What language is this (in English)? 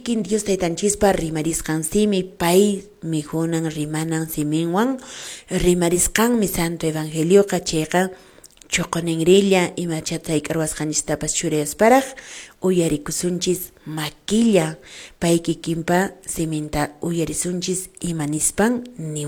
Quechua